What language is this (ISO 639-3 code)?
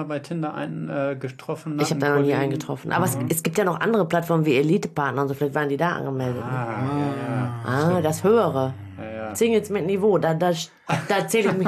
deu